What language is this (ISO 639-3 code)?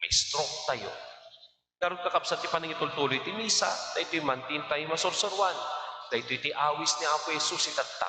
ilo